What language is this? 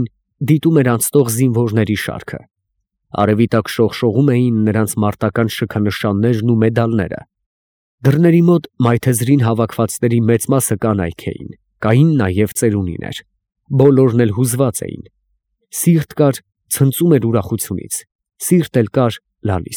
Armenian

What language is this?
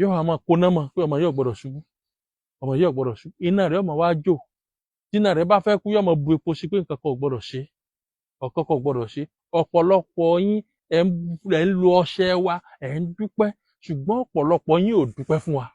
Yoruba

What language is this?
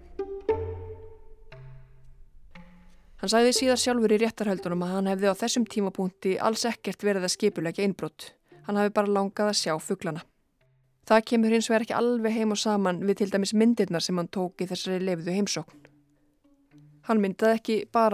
Icelandic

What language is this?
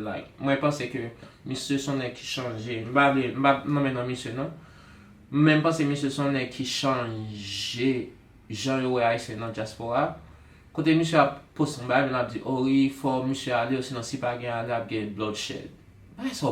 Haitian Creole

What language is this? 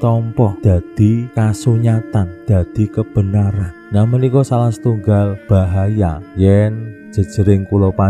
Javanese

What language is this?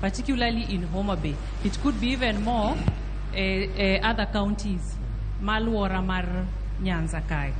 Luo (Kenya and Tanzania)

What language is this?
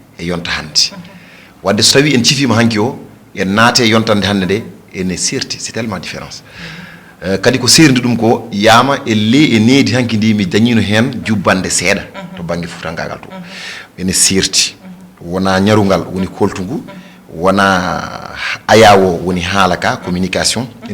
Fula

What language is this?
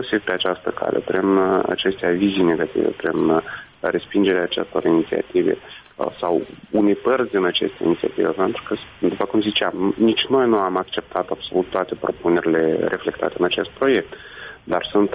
Romanian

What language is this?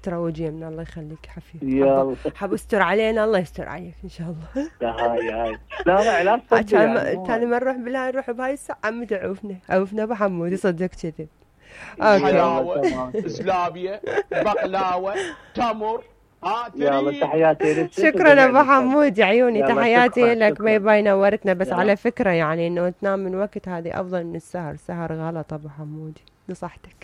Mesopotamian Arabic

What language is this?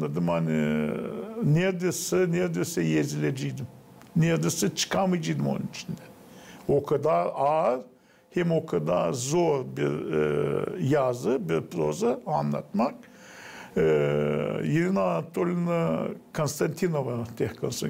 Gagauz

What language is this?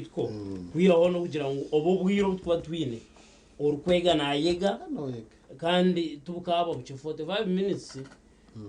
Nyankole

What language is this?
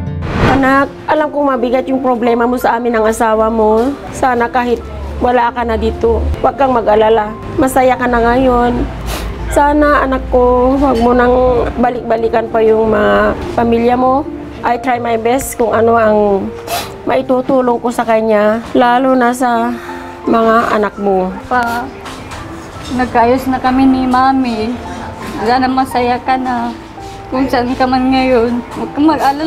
Filipino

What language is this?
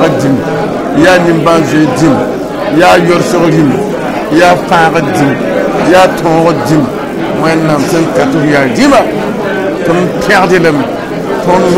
Mossi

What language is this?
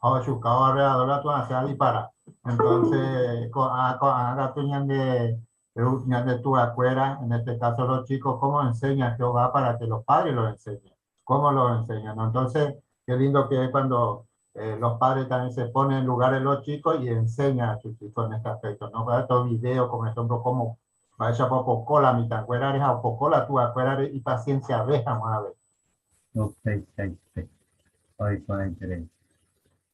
Guarani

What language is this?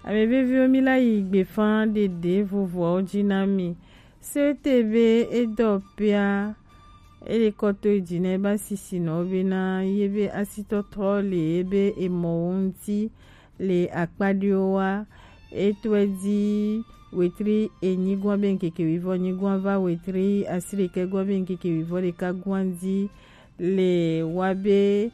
Gen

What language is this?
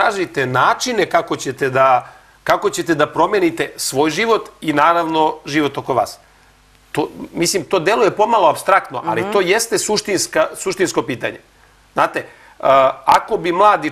Serbian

